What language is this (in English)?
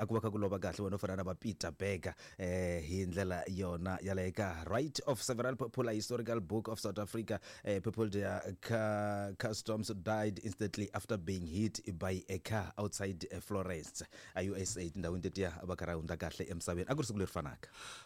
Tsonga